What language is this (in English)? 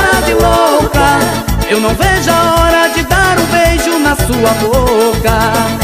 Portuguese